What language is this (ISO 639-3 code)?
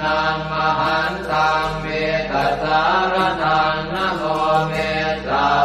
pli